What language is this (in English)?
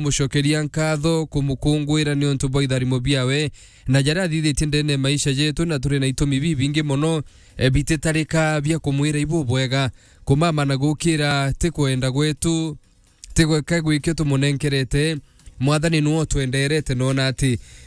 Meru